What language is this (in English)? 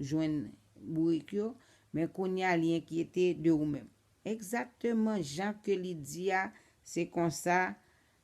Haitian Creole